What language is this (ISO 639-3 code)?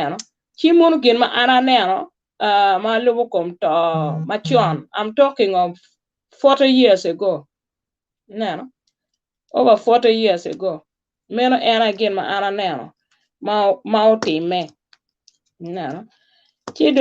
ach